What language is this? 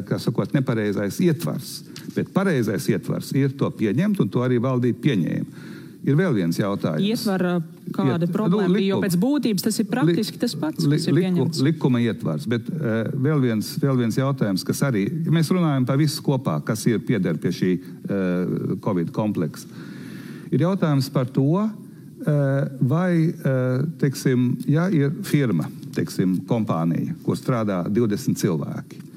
Latvian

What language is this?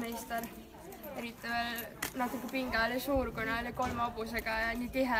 Estonian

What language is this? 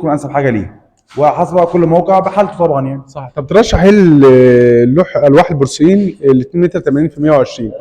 Egyptian Arabic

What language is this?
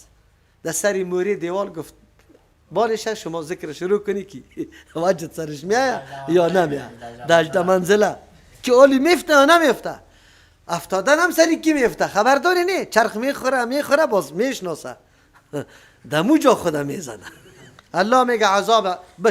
Persian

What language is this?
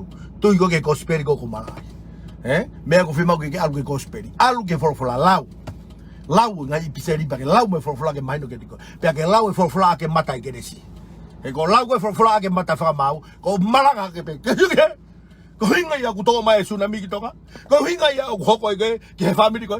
Tongan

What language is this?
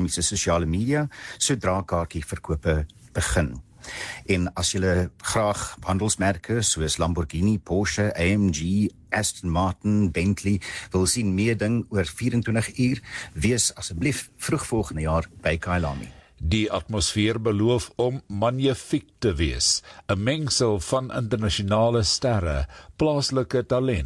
Afrikaans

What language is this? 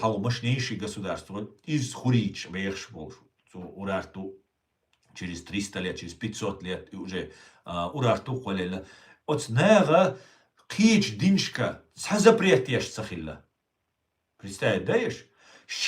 Chechen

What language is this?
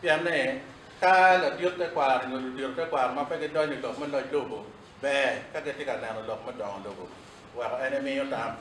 Acoli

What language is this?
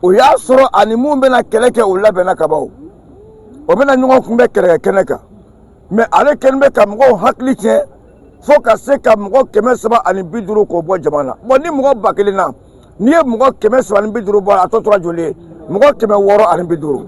Bambara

